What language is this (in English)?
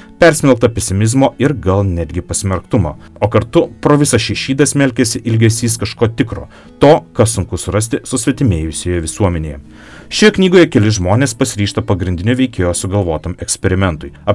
Lithuanian